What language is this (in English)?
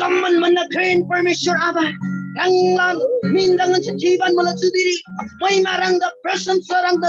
Eastern Tamang